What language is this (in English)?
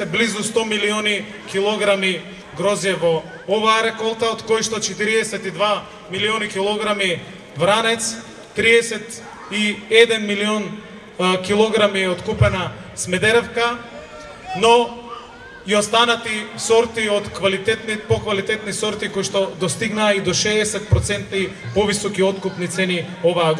Macedonian